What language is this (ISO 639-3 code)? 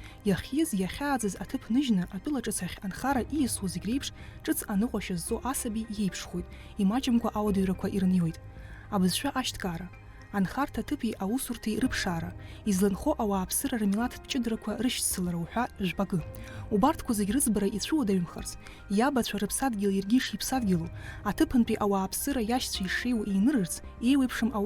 abk